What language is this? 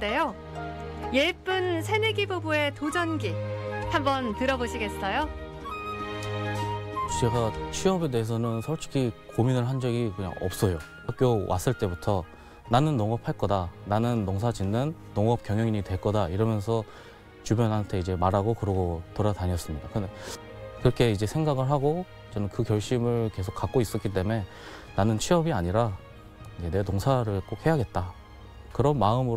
Korean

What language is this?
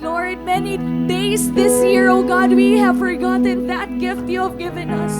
Waray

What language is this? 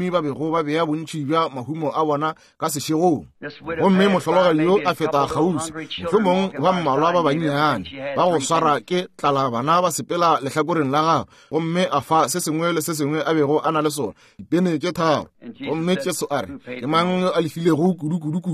Northern Sotho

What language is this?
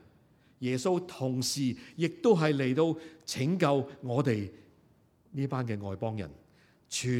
Cantonese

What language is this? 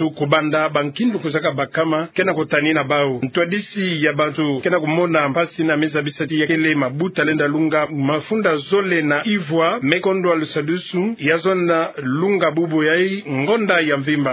Kituba (Democratic Republic of Congo)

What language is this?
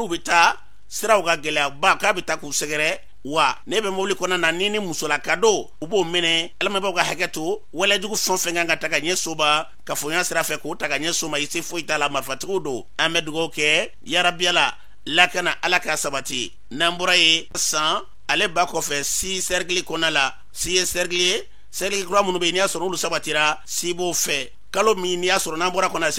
Bambara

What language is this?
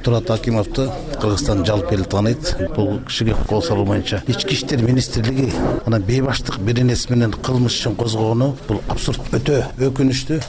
Kyrgyz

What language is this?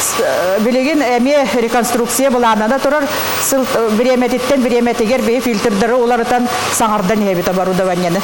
Yakut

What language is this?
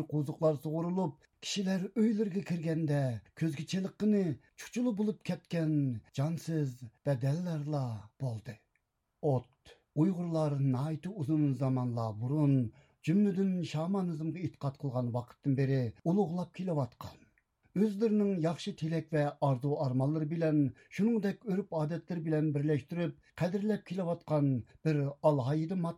Uyghur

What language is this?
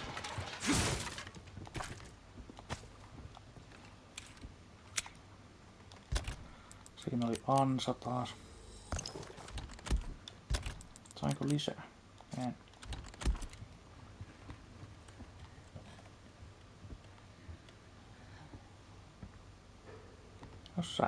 Finnish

